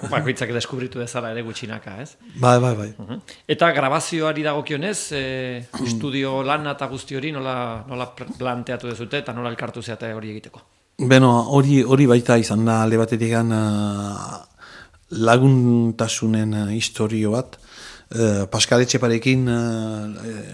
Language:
Basque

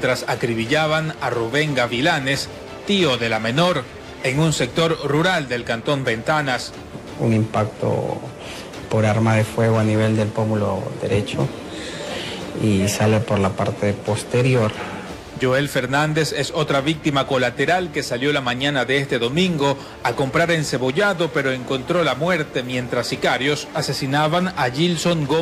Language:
Spanish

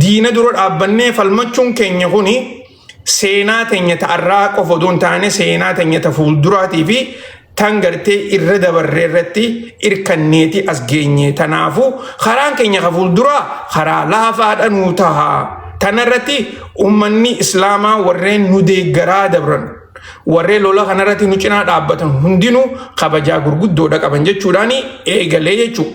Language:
Oromo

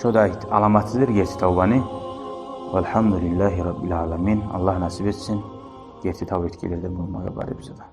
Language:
Kumyk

